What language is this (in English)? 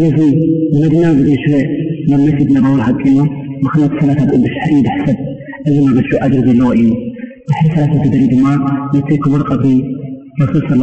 Arabic